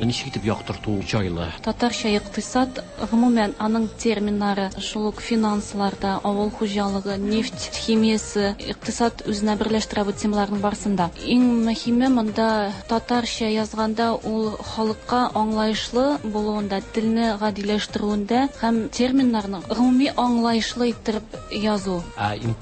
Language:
Tatar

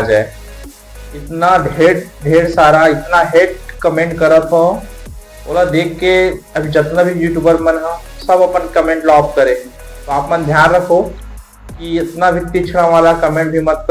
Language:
Chhattisgarhi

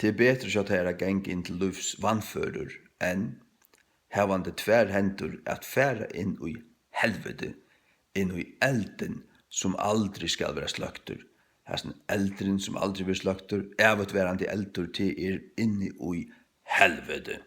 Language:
Faroese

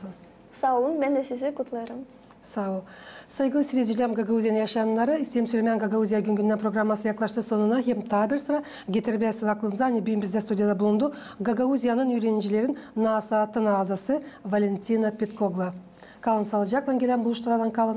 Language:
Gagauz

